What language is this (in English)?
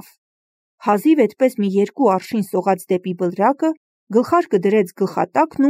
Armenian